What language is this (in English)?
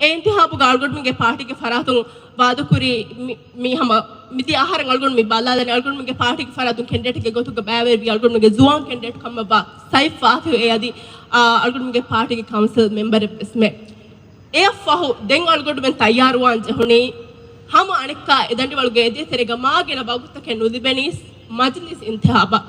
Divehi